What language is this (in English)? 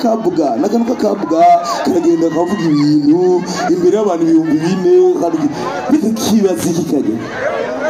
Rundi